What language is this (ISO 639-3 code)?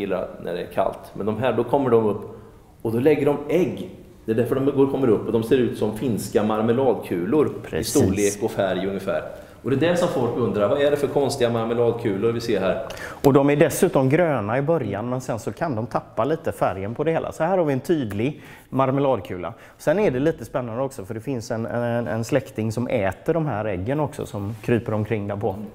swe